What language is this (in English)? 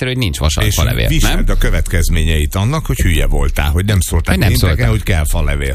Hungarian